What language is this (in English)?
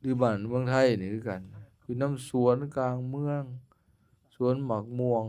Lao